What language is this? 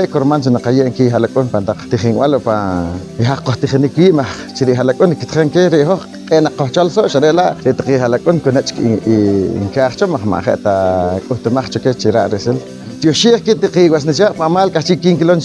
Poqomchi'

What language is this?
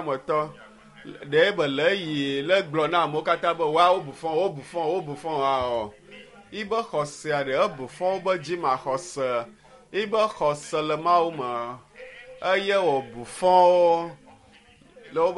Ewe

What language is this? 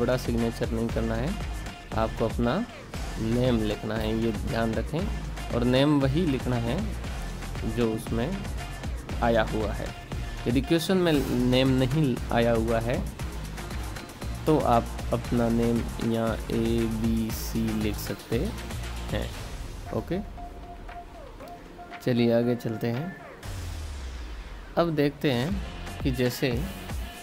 Hindi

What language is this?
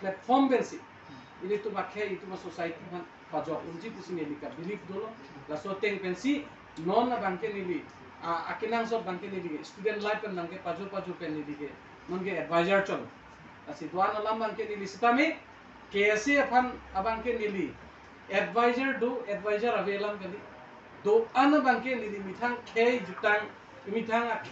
Karbi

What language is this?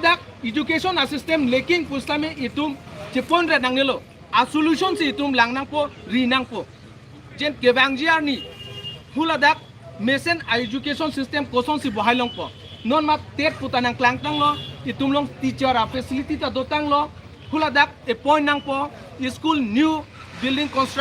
Karbi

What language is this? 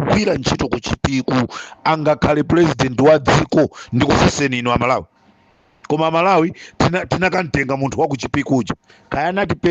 Nyanja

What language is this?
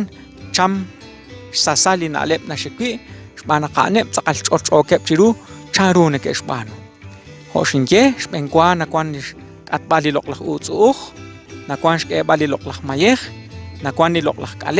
Kekchí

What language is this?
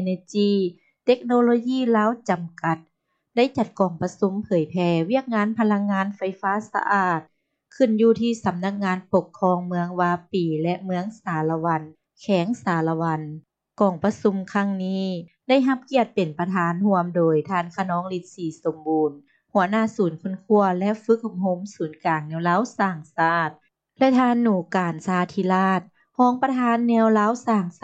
Lao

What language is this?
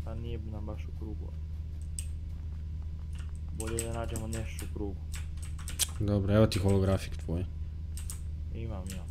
Croatian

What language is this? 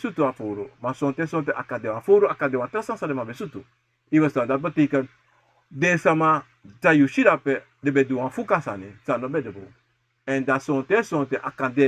Sranan Tongo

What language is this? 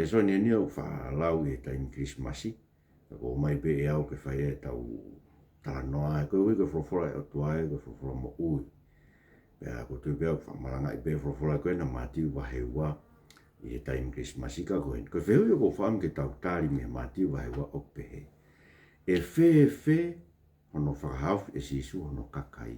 Tongan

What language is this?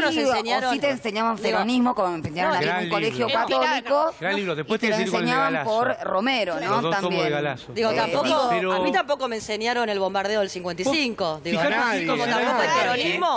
Spanish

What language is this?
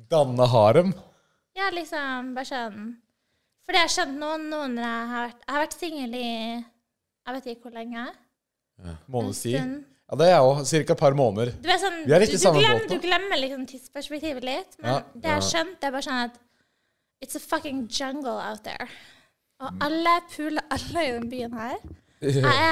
Norwegian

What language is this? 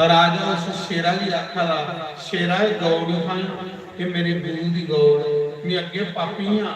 Dogri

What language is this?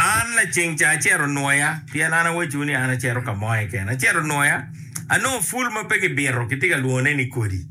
Acoli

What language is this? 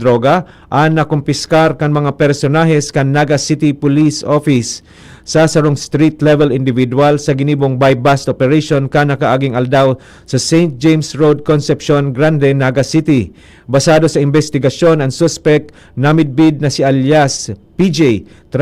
Bikol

